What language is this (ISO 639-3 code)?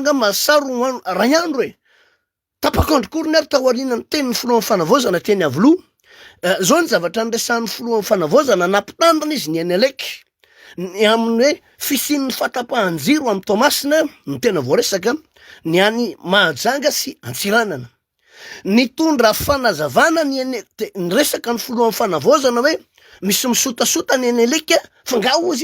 mlg